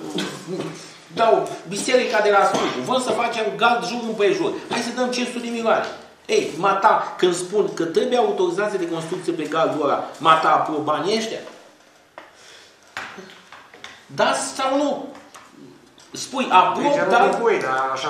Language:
Romanian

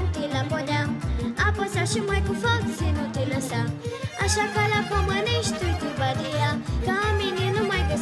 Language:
Romanian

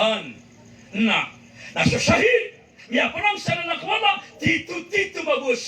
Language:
Maranao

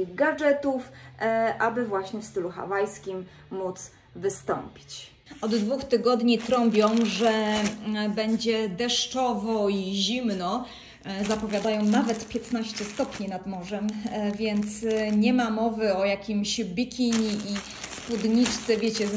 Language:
Polish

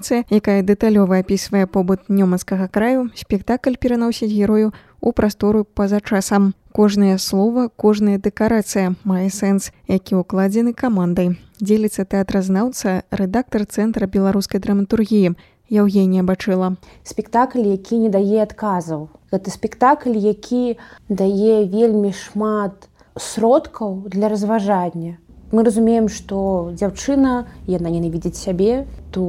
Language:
Belarusian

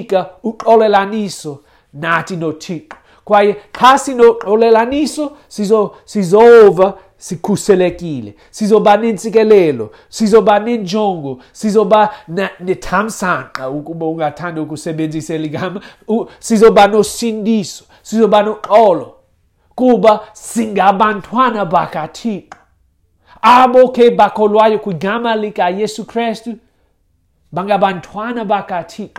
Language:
Xhosa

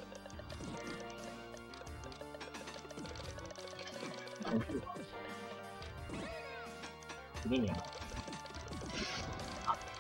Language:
Japanese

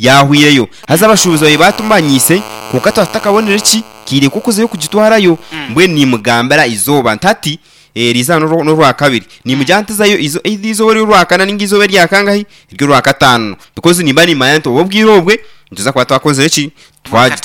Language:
Nyankole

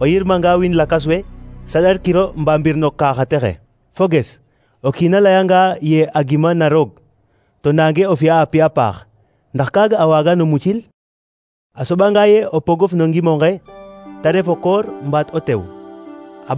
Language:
Serer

